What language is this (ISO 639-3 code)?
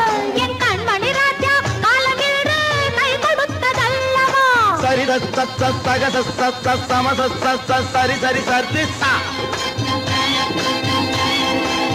tam